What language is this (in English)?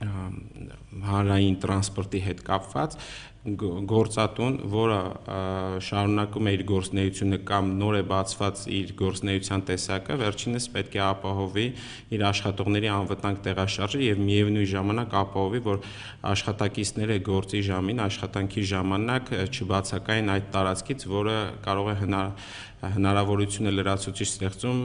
Armenian